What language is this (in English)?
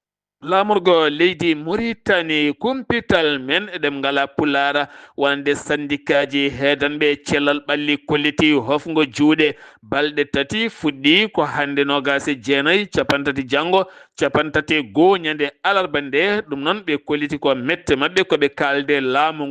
Fula